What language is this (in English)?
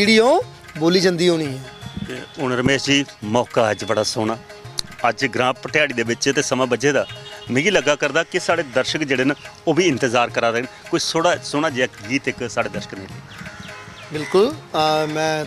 Dogri